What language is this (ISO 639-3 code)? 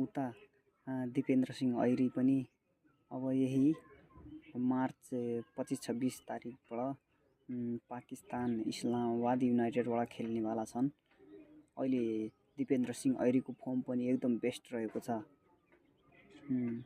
nep